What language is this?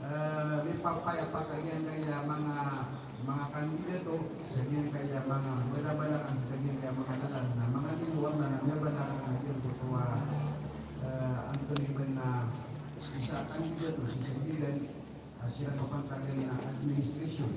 Maranao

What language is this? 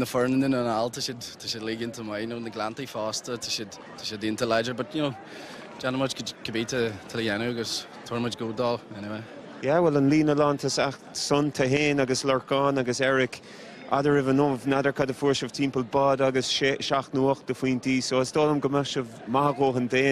Irish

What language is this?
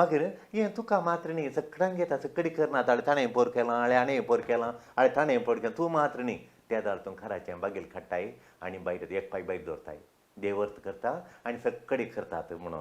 Konkani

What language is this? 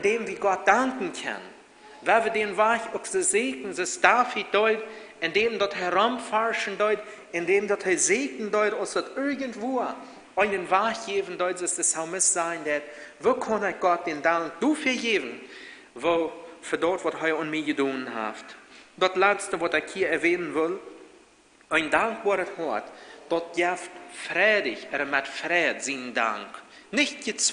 Plautdietsch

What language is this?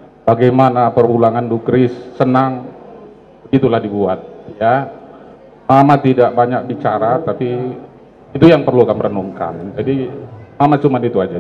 Batak Karo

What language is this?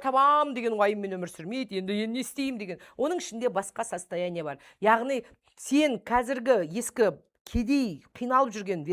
Kazakh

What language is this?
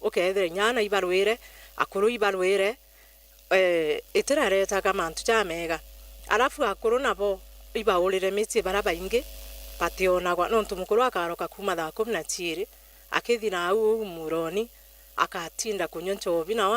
Meru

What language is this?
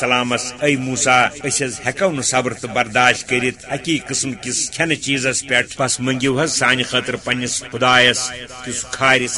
Kashmiri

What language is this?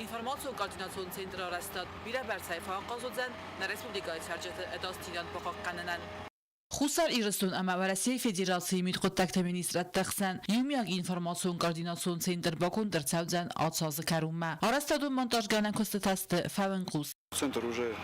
Ossetic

